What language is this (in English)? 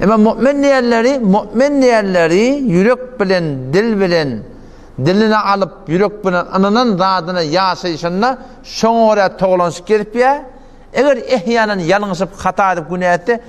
Turkmen